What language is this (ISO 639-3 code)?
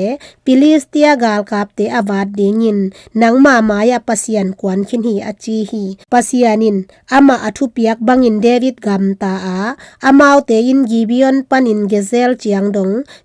ctd